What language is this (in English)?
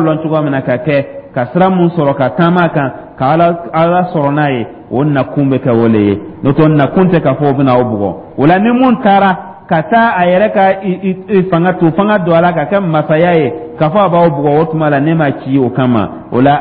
Dyula